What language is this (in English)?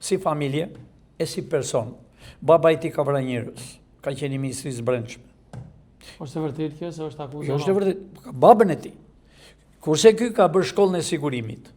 Albanian